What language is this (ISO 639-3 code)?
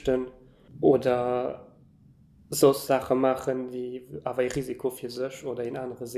ltz